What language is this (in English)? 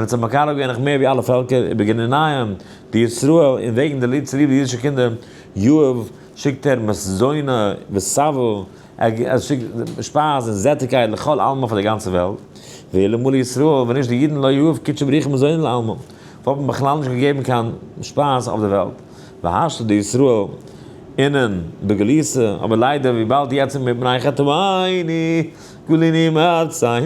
Yiddish